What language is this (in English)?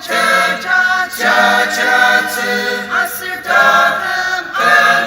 Ao Naga